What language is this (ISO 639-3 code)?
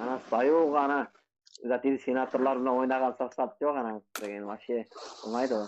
kaa